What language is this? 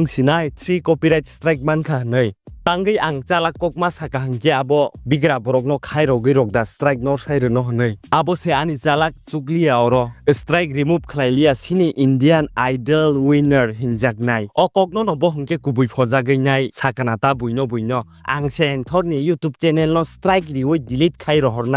Kok Borok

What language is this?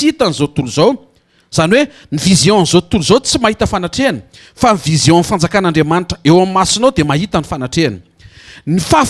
Malagasy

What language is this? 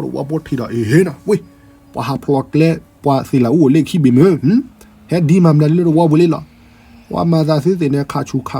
S'gaw Karen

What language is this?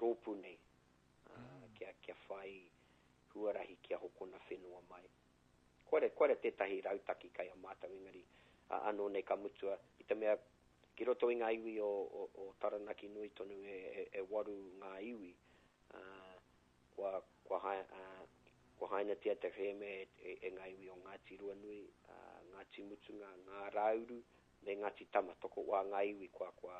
Māori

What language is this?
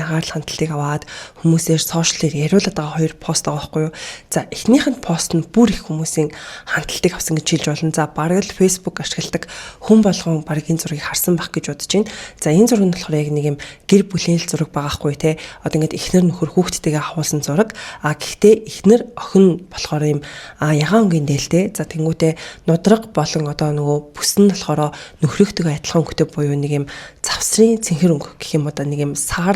Mongolian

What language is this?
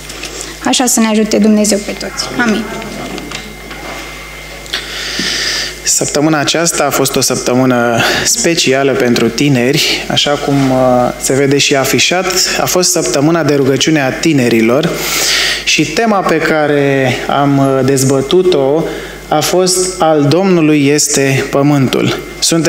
Romanian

